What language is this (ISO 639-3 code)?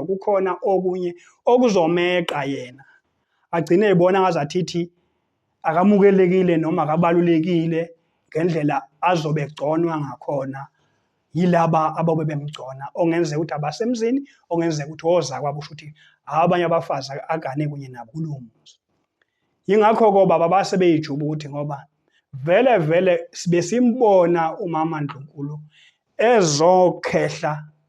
zul